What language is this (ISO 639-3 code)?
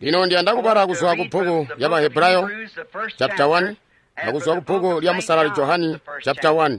toi